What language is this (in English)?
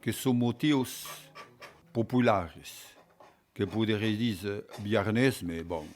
Occitan